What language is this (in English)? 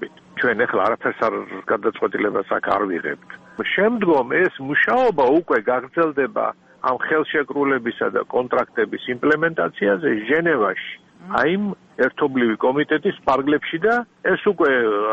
Georgian